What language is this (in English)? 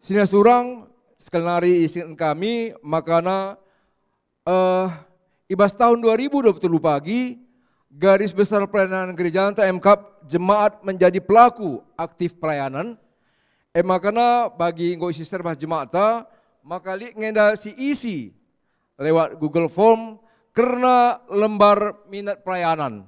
Batak Karo